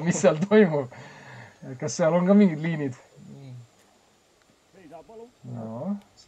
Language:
Estonian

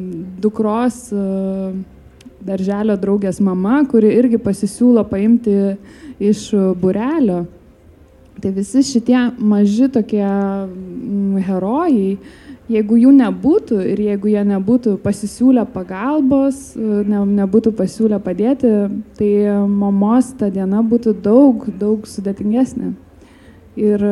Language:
Lithuanian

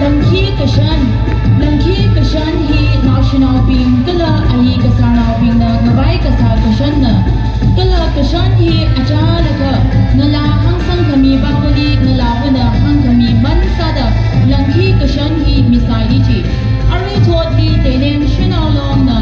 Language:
Tangkhul Naga (India)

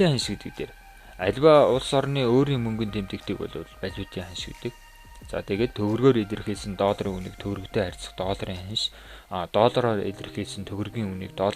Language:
Mongolian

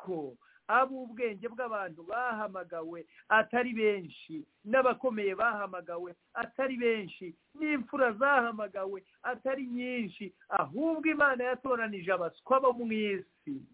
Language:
Kinyarwanda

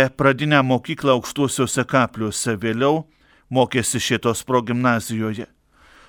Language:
Lithuanian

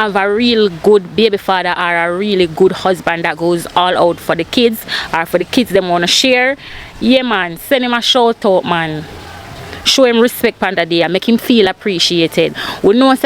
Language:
Jamaican Creole English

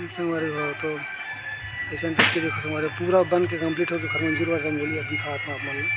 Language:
Chhattisgarhi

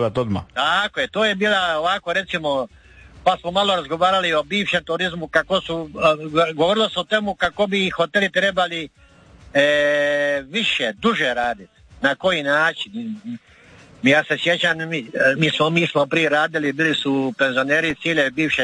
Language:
Croatian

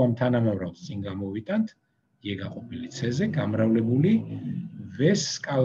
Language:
Georgian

